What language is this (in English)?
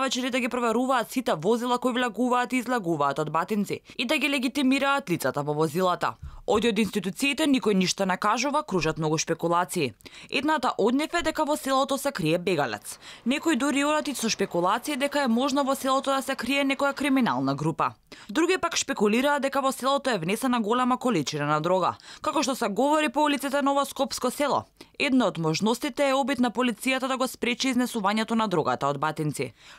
Macedonian